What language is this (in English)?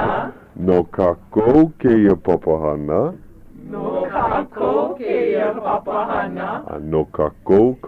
Hawaiian